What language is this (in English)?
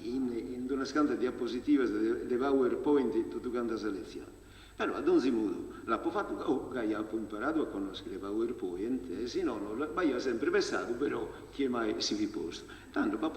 Sardinian